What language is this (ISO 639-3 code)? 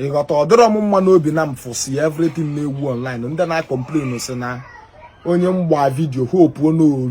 ibo